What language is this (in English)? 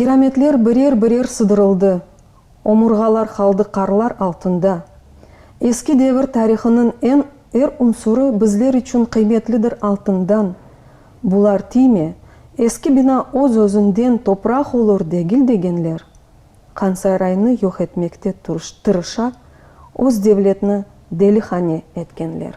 Crimean Tatar